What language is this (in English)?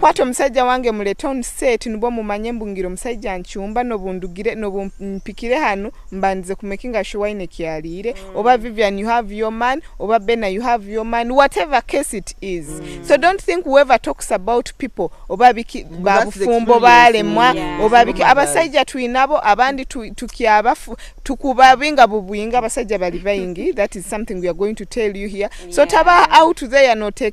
Nyoro